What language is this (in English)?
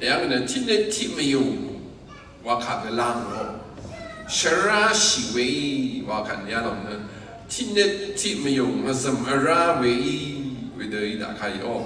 Rawang